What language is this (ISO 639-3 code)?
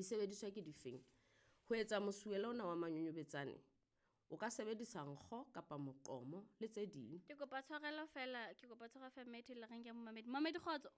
sot